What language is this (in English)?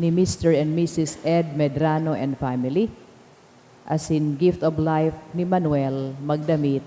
Bikol